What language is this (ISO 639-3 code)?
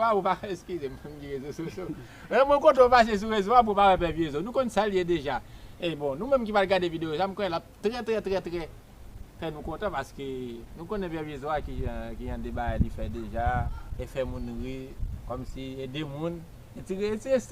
hat